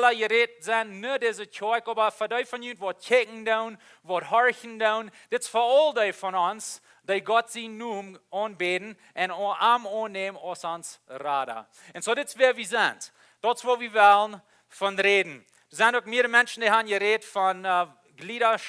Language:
Plautdietsch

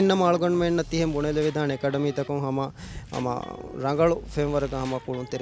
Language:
Divehi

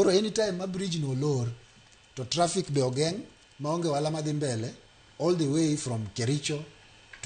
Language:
Luo (Kenya and Tanzania)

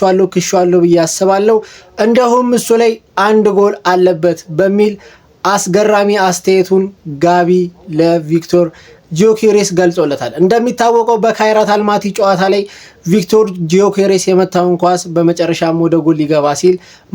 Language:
Amharic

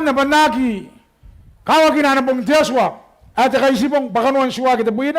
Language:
Gilbertese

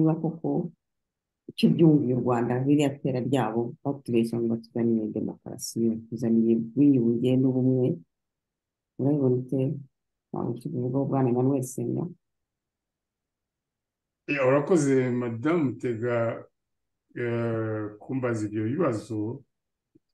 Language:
Kinyarwanda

